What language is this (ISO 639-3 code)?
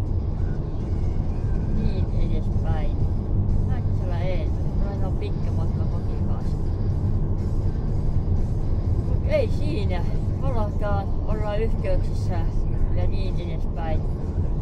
fin